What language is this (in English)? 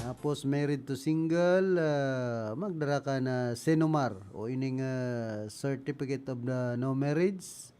Bikol